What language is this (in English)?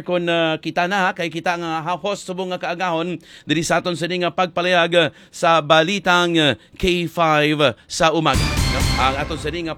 Hiligaynon